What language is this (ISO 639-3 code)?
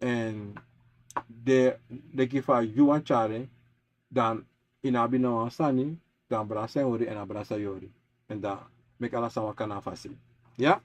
srn